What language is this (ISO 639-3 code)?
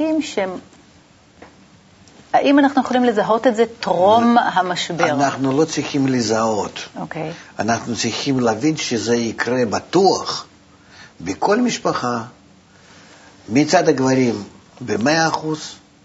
heb